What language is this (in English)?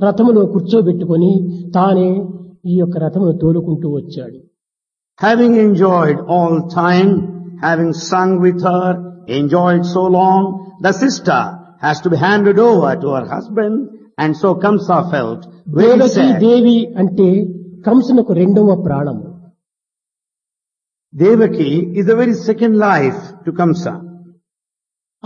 Telugu